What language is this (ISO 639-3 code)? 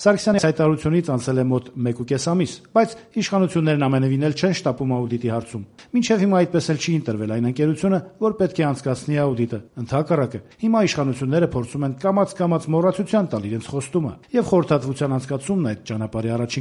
hye